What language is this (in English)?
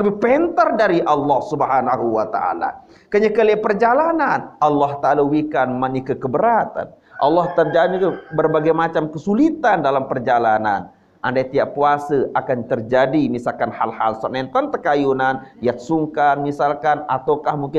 Sasak